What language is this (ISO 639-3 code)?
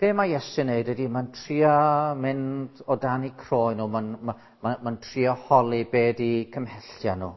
cym